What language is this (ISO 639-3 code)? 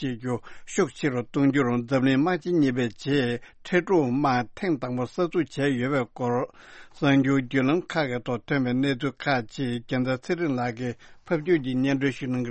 bod